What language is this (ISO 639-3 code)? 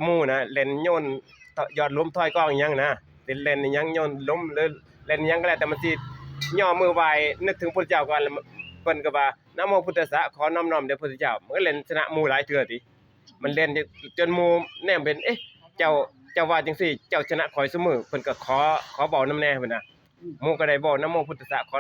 tts